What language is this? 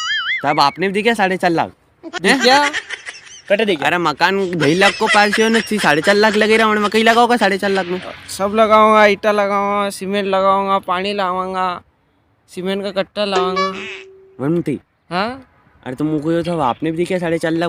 Rajasthani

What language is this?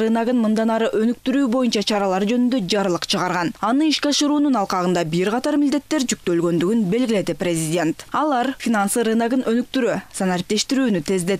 Kyrgyz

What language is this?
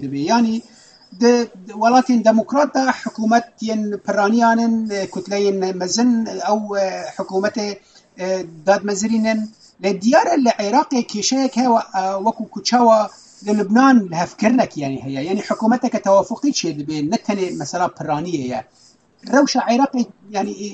Kurdish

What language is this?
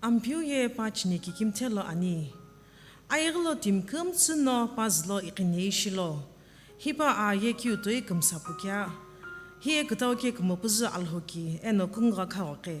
Sumi Naga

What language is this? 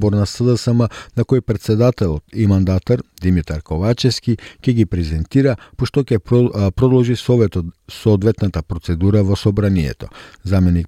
Macedonian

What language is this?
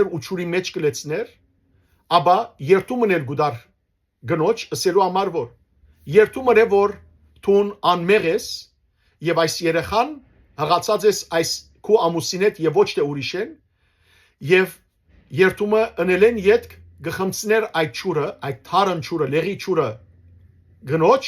Western Armenian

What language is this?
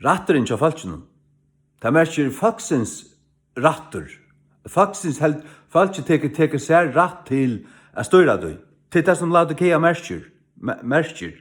Faroese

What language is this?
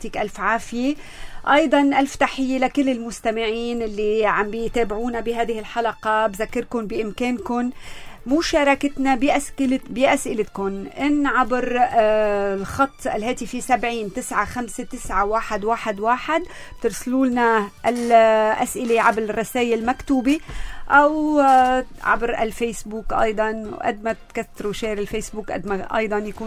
North Levantine Arabic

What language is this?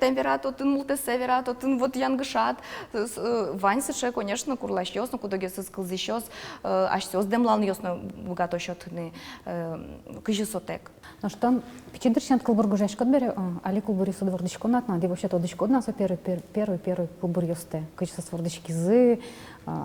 Udmurt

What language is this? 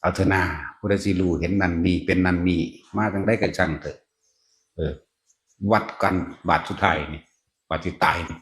Northeastern Thai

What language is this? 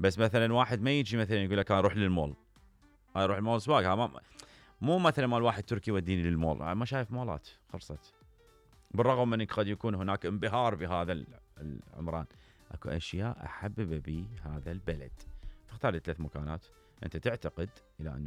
Mesopotamian Arabic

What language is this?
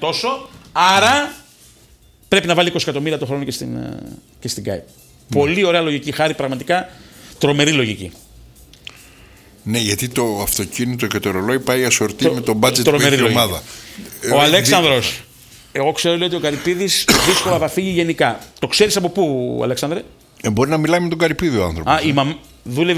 Greek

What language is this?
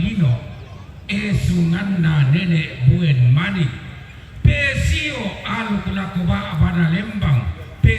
Toraja-Sa'dan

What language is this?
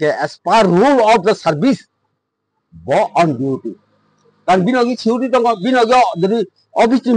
Kok Borok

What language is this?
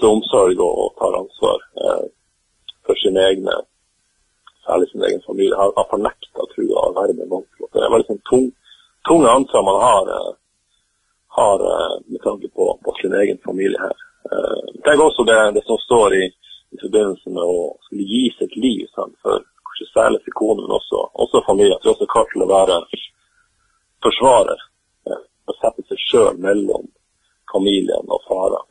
Norwegian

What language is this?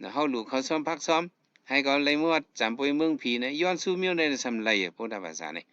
Shan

